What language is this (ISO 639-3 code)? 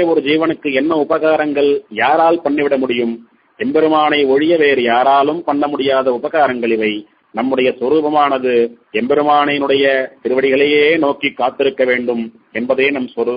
tam